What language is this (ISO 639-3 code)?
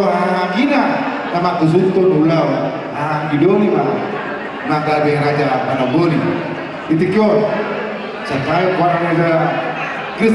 bbc